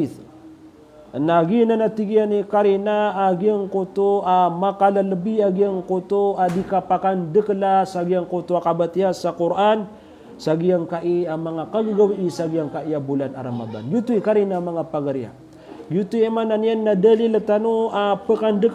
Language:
Maranao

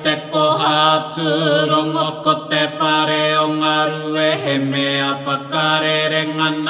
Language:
Māori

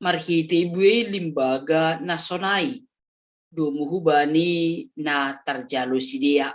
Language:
Batak Simalungun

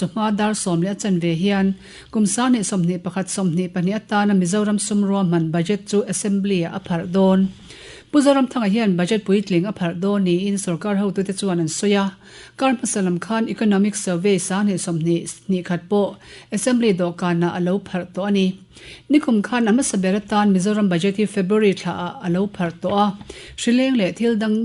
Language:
Mizo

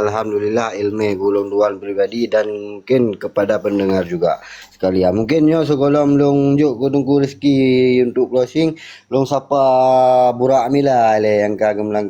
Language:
Achinese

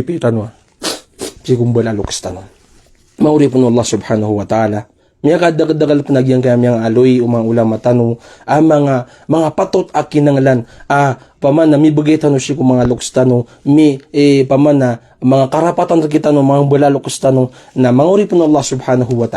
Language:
Maranao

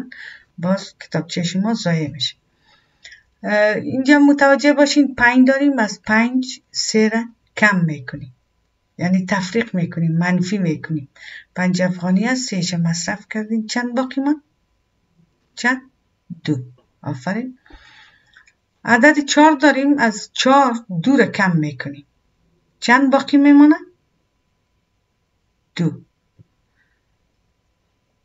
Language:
Persian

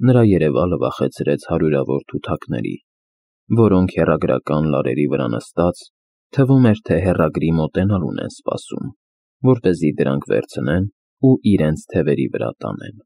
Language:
Armenian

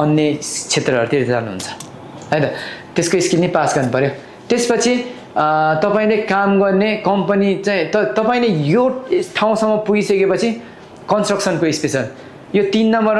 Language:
Nepali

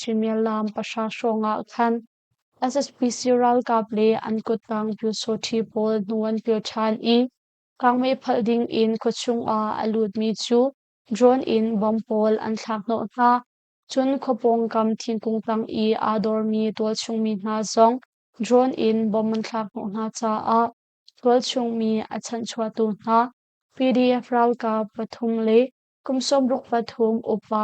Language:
Hakha Chin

